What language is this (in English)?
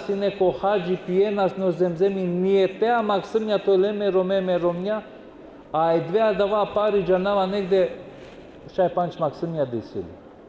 Balkan Romani